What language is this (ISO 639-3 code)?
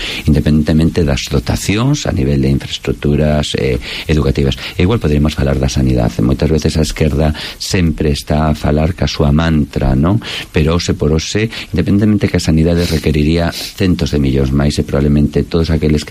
glg